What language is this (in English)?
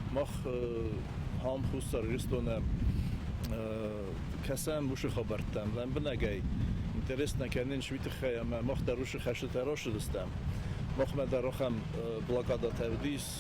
Ossetic